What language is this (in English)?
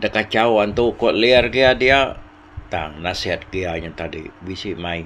Iban